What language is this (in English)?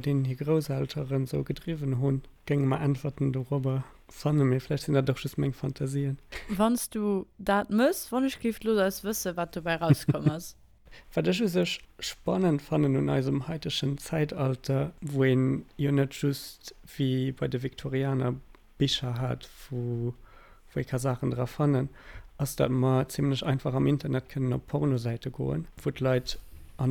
Luxembourgish